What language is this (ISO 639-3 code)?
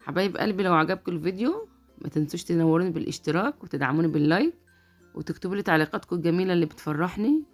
arz